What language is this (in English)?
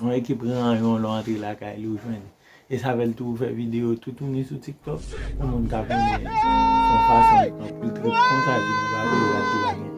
Haitian Creole